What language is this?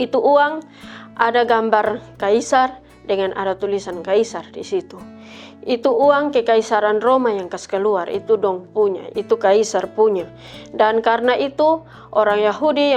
Kupang Malay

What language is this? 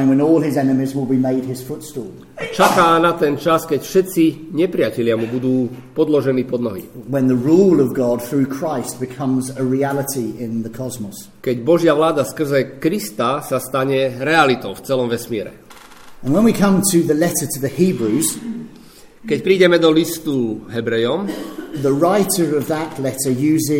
Slovak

